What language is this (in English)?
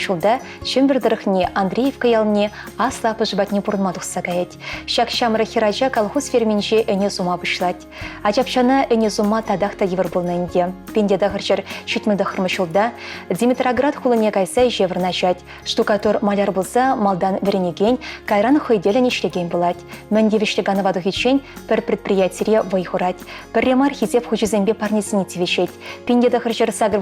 Chuvash